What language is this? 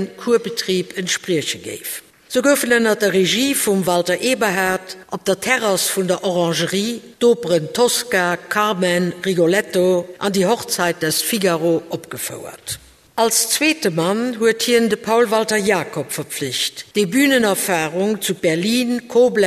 Luxembourgish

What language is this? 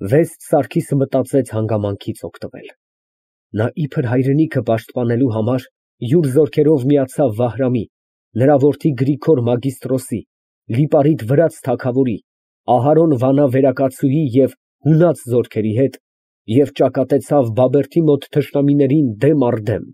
Armenian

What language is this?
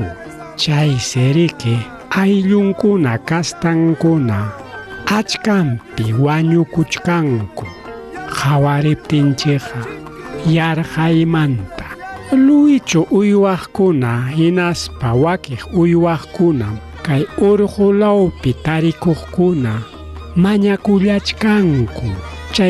Ayacucho Quechua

